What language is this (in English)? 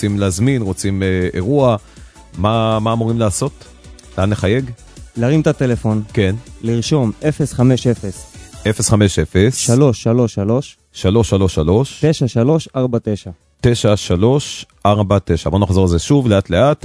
Hebrew